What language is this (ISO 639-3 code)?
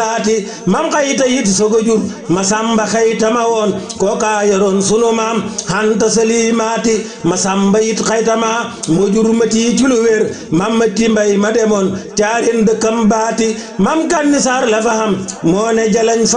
wol